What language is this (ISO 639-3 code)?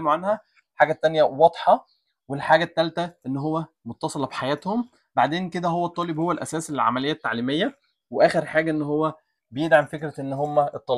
arz